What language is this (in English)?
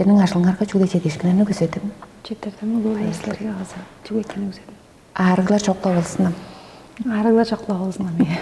Tuvinian